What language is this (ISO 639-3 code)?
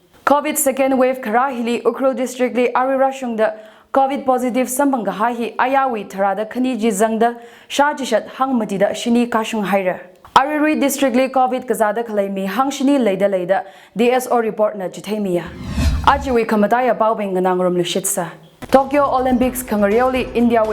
nmf